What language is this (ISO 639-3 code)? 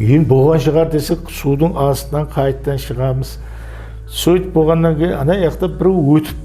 kaa